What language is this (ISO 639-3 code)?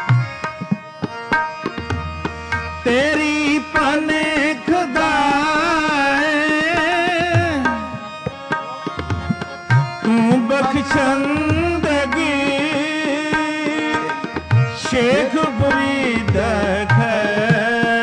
pan